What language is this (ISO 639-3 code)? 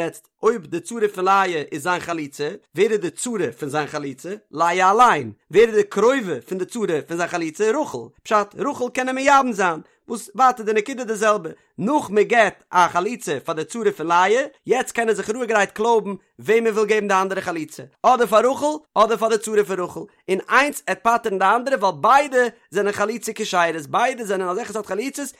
yid